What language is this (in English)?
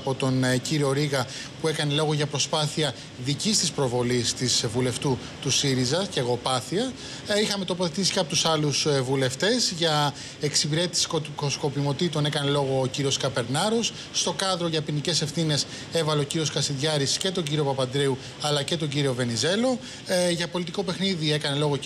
Greek